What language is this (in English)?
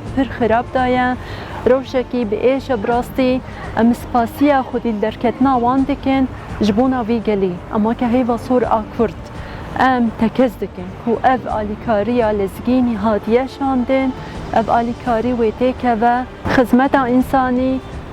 Kurdish